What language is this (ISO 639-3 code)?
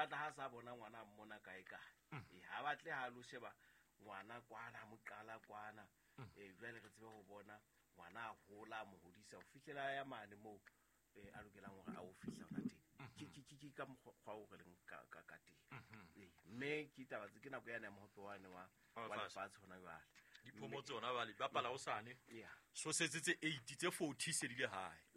sot